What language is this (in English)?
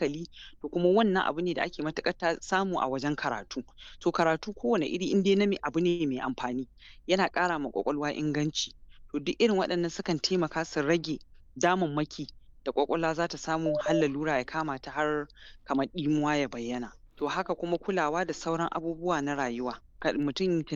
Hausa